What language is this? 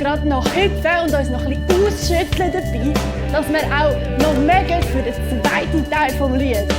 Swiss German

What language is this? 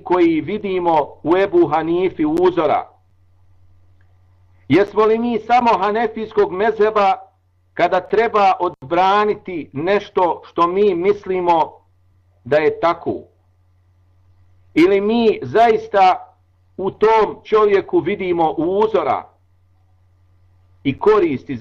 Bosnian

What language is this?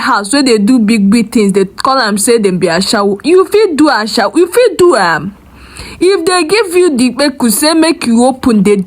Nigerian Pidgin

